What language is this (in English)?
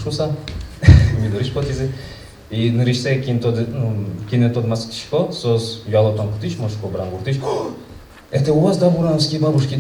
Udmurt